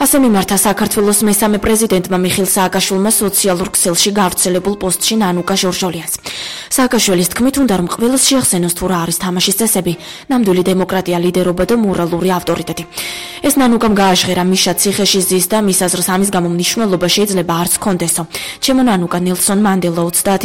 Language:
Georgian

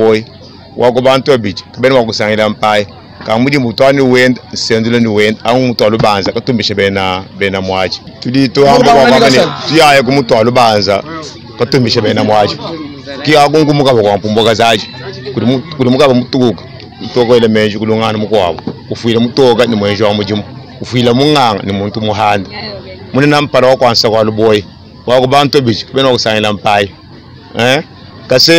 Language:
Luba-Lulua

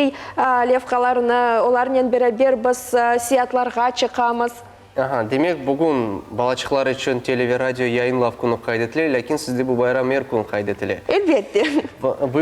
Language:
Crimean Tatar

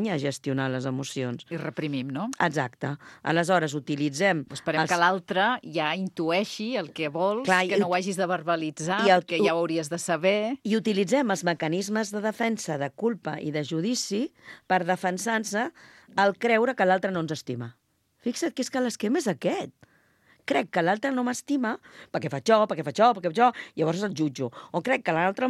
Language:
Catalan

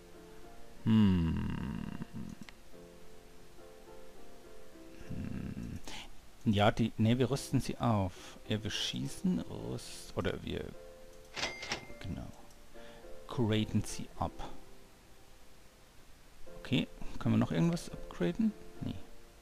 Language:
German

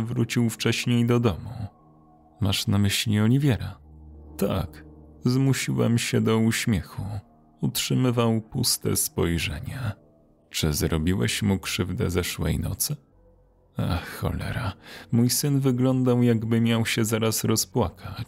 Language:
Polish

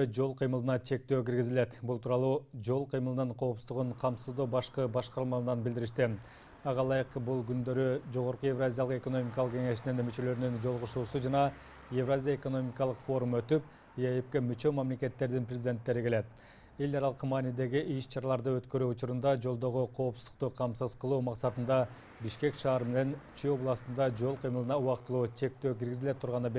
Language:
Kyrgyz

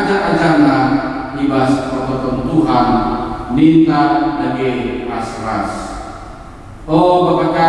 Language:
Batak Karo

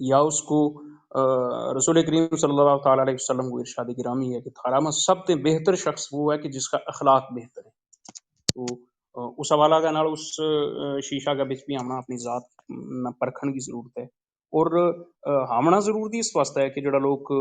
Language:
Gujari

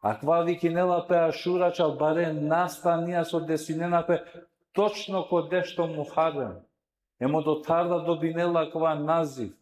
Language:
Balkan Romani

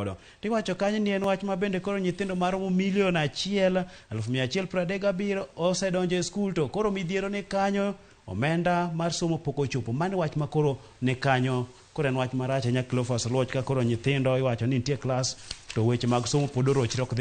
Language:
Luo (Kenya and Tanzania)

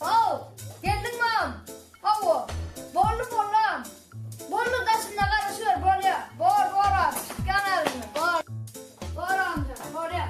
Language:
Turkmen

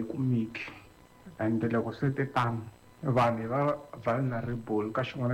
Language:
Tsonga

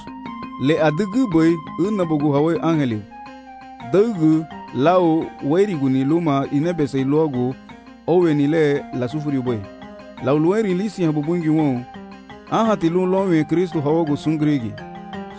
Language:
Garifuna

